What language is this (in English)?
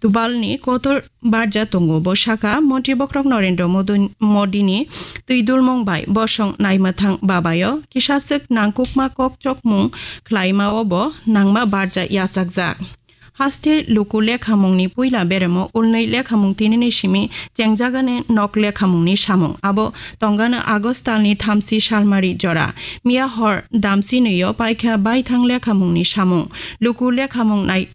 Kok Borok